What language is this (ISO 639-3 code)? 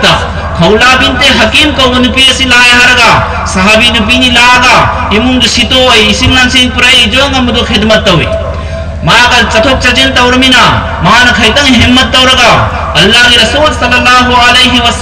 mni